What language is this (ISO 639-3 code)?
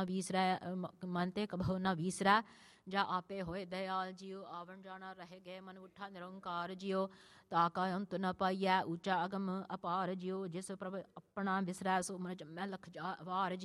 pan